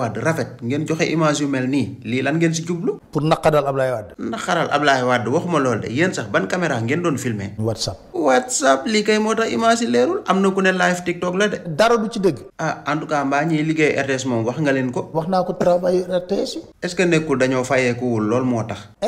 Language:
Wolof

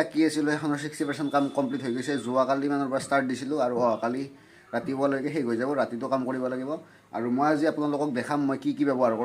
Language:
Assamese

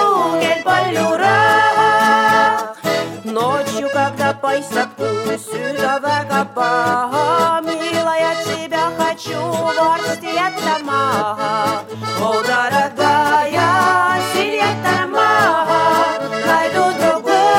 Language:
Estonian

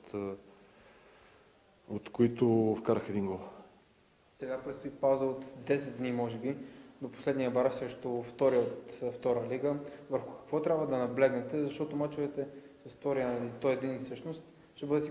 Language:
Bulgarian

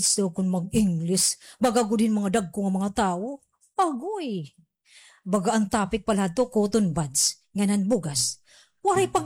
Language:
Waray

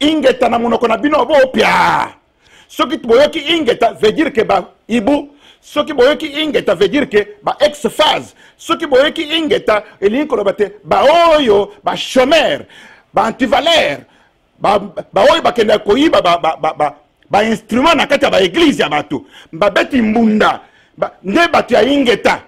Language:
Lingala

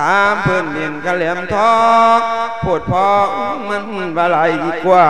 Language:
Lao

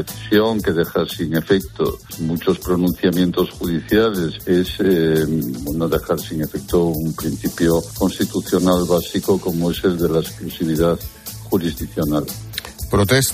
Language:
Spanish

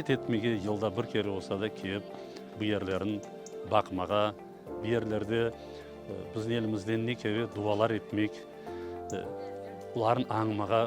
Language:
Crimean Tatar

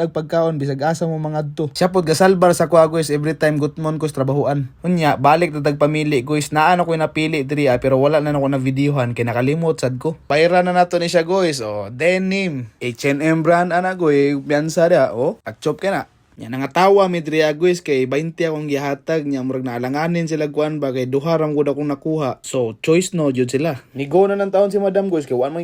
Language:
Cebuano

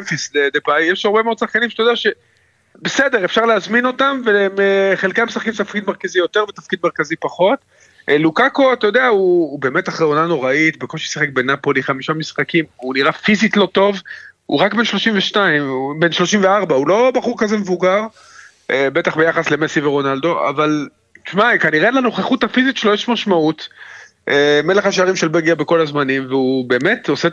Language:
Hebrew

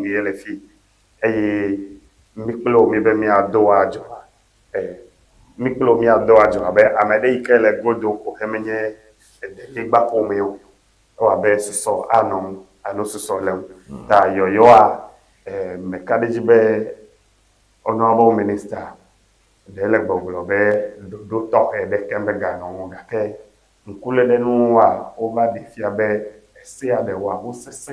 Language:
Ewe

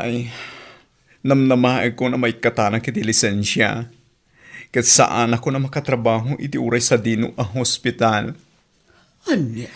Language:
Iloko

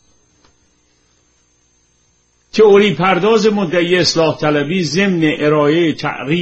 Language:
Persian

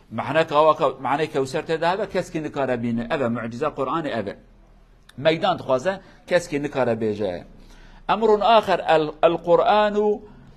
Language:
Kurdish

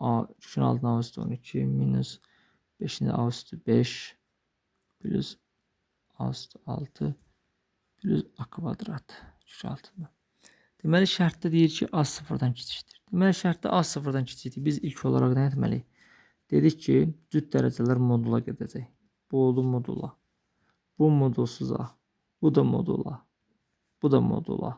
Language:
Azerbaijani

